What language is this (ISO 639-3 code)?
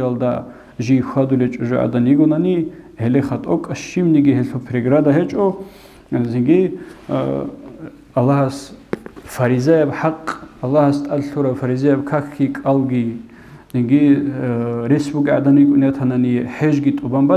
ava